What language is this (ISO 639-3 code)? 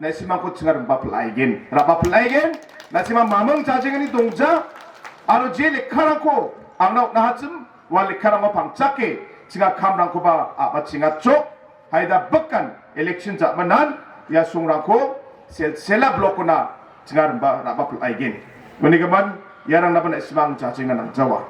grt